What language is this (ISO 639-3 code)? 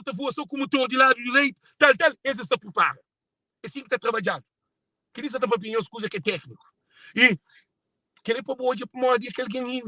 kea